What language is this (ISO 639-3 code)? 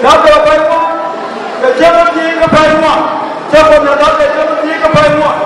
nus